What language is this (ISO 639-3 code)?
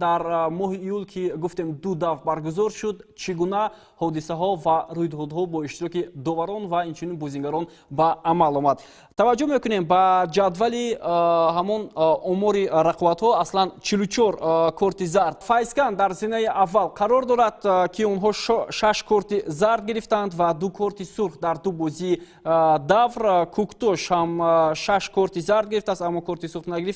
tgk